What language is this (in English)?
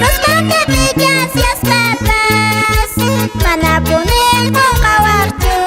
Quechua